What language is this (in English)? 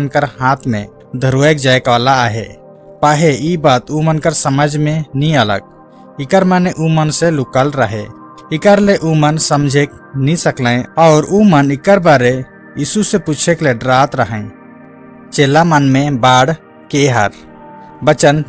Sadri